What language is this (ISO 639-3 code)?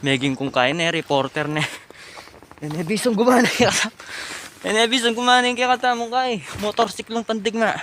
pam